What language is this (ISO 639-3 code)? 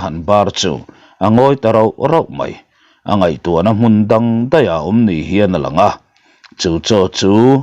lus